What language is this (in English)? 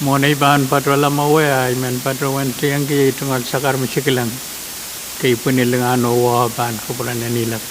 Pohnpeian